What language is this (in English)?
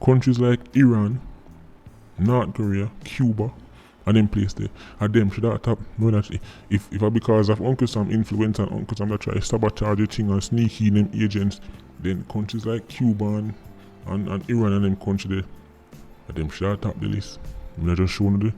Jamaican Creole English